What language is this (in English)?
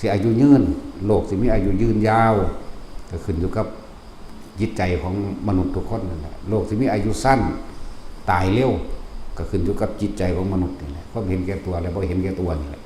Lao